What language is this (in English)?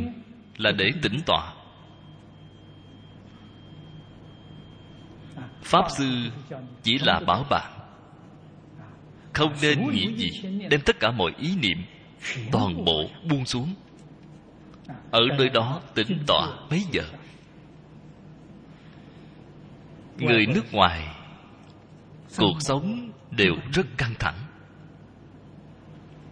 Vietnamese